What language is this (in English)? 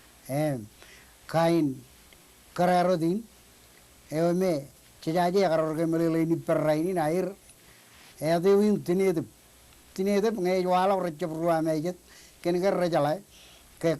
Marshallese